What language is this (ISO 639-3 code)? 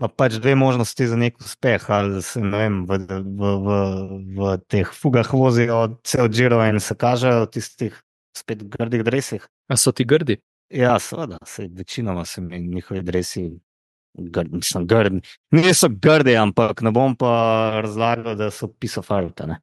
slv